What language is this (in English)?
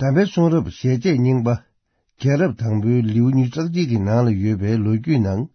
Tibetan